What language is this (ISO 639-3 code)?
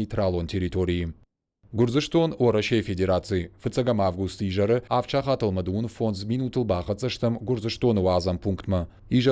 oss